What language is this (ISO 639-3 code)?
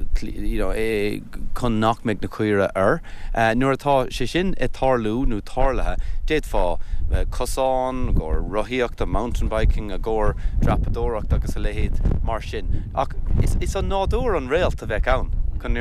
gle